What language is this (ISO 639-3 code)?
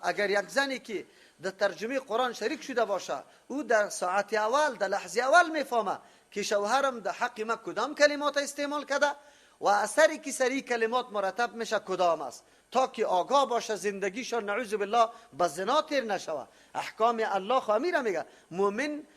fas